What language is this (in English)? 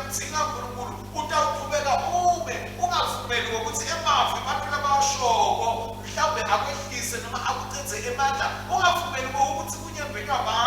Swati